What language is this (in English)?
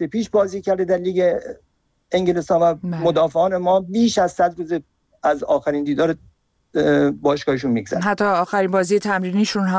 Persian